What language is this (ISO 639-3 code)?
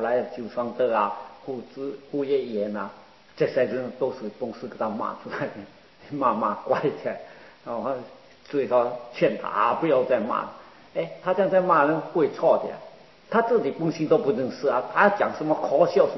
zho